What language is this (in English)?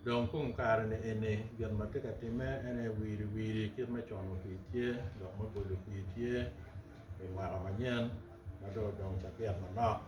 Acoli